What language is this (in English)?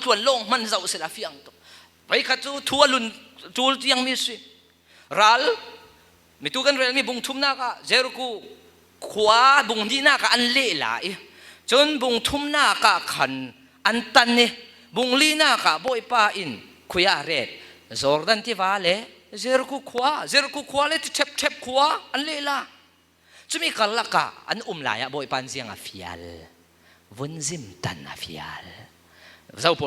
Falam Chin